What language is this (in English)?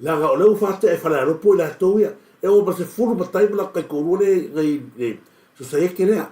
Samoan